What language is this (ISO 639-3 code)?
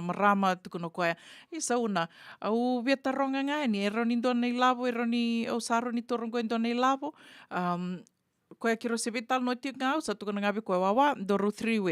fij